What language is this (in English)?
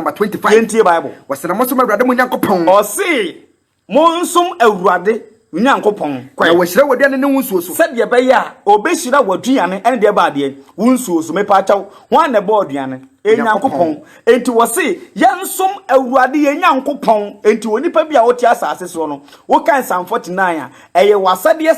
Akan